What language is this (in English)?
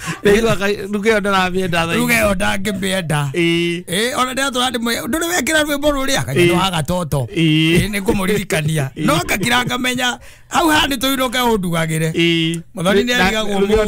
Kikuyu